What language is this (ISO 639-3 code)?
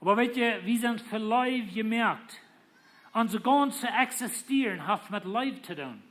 pdt